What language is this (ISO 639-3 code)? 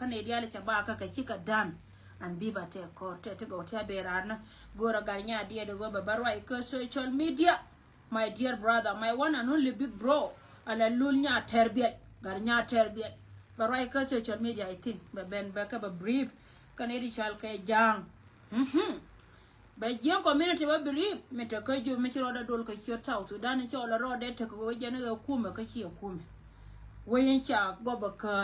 nus